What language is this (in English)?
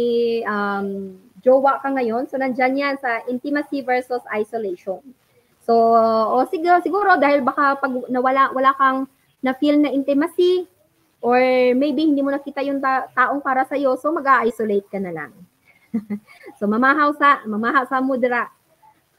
Filipino